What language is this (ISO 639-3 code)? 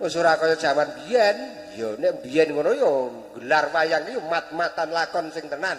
jav